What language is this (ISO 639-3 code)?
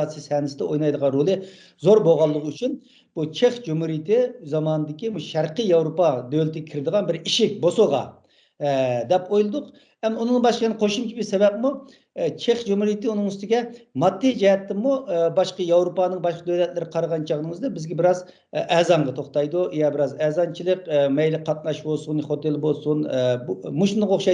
uig